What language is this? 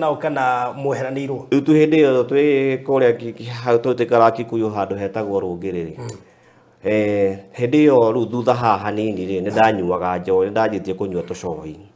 Kikuyu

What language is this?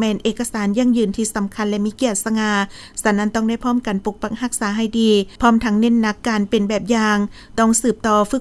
Lao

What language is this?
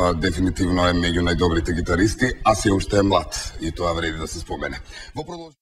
Macedonian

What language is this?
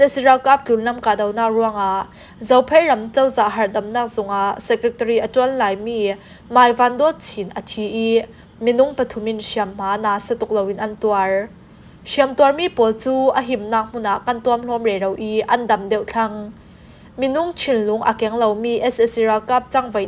Falam Chin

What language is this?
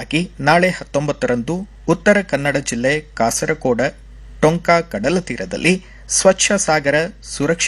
Kannada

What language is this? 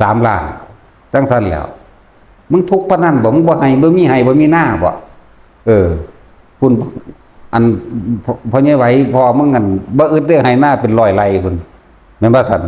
Northeastern Thai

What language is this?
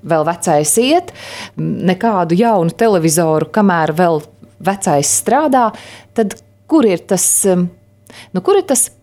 Latvian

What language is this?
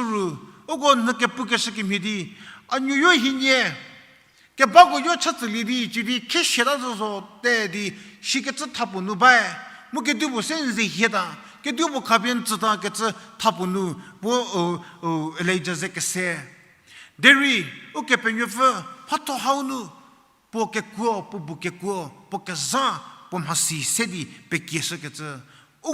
Angami Naga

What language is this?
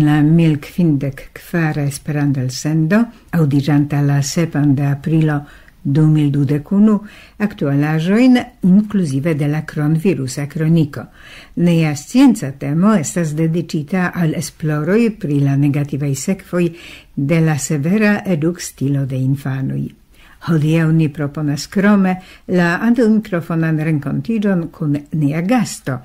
Esperanto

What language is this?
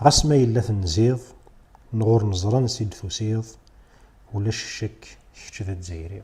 Kabyle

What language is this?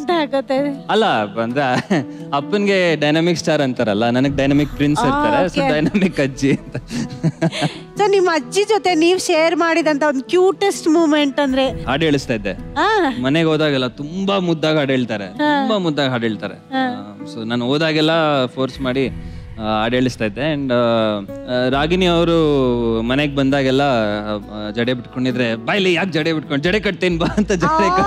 Kannada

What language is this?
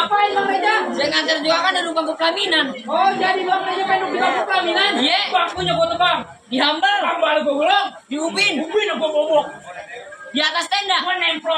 Betawi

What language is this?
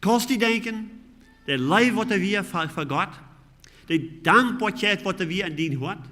Plautdietsch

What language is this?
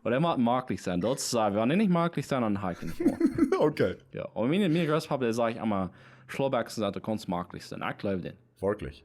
Plautdietsch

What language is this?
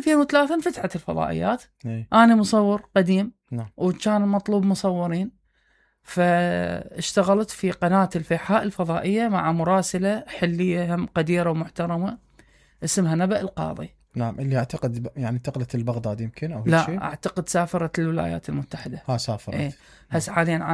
Mesopotamian Arabic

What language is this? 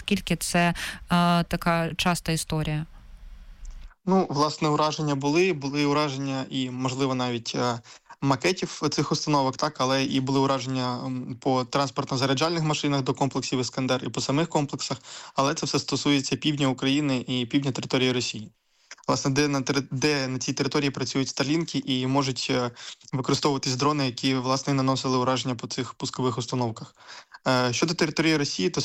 Ukrainian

